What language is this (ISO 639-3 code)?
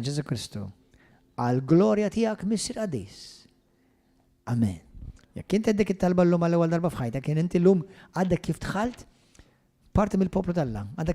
mlt